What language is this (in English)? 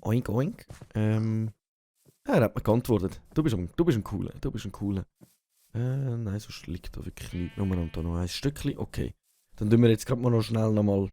Swiss German